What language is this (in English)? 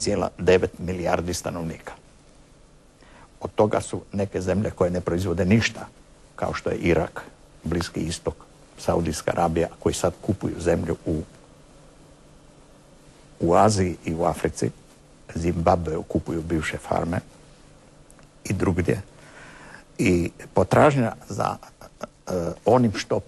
Croatian